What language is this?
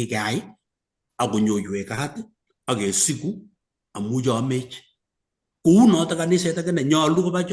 Kalenjin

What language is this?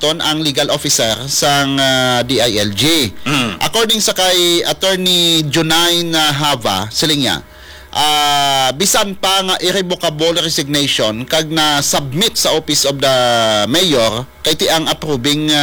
Hiligaynon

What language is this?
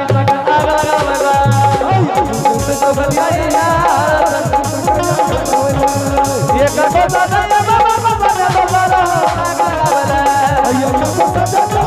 Angika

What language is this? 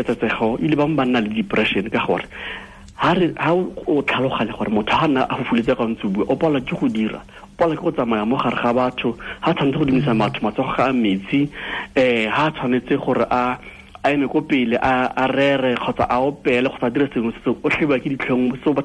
Tswana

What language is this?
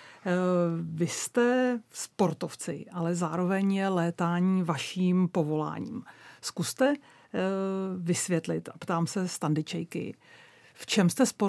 Czech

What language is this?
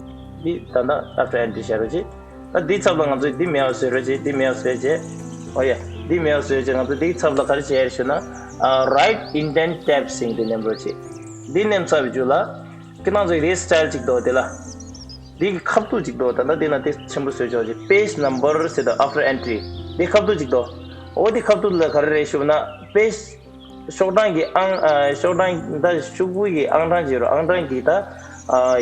Tibetan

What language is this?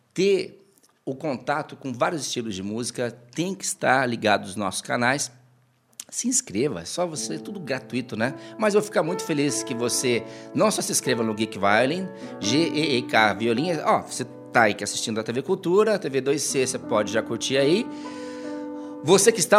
Portuguese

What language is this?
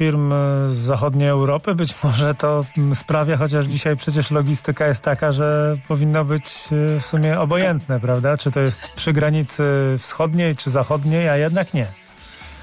Polish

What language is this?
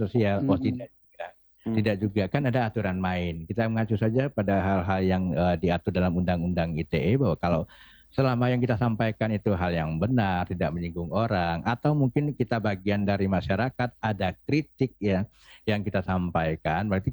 Indonesian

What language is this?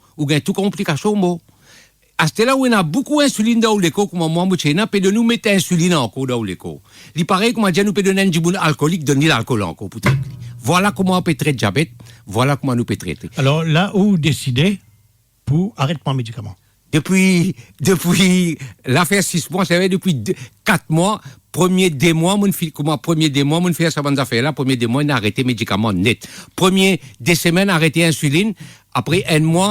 Morisyen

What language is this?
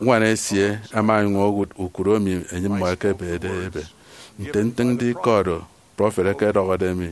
Efik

